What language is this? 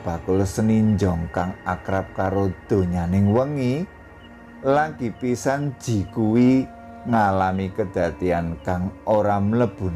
Javanese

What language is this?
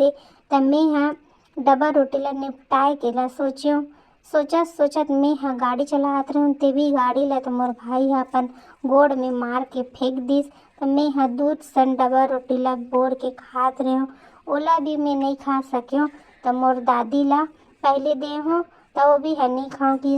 Chhattisgarhi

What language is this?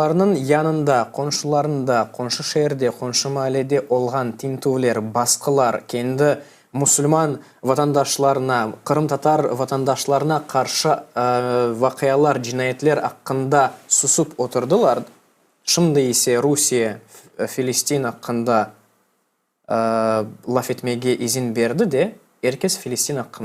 Crimean Tatar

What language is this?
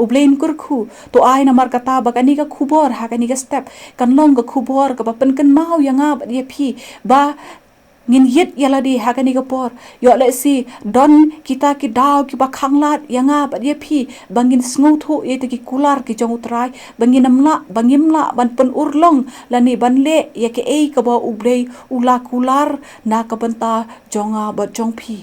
Khasi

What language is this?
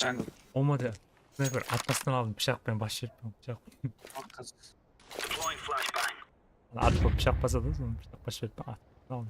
Kara-Kalpak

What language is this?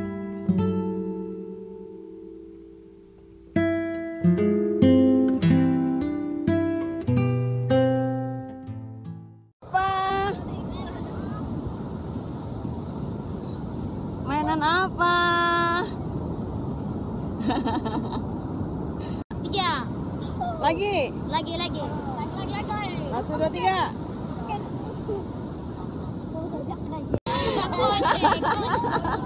Indonesian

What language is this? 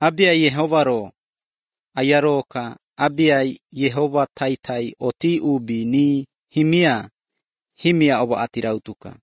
Lithuanian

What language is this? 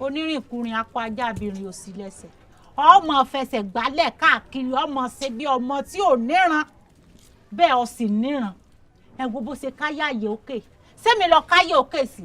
Yoruba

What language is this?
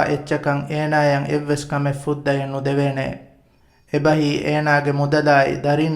Divehi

